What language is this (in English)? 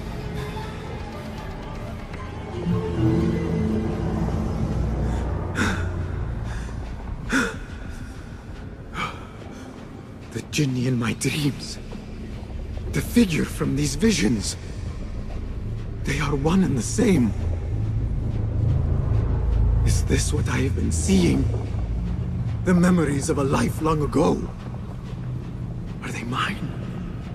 English